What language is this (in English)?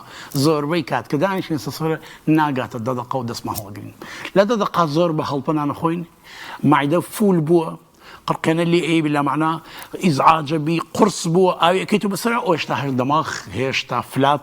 Central Kurdish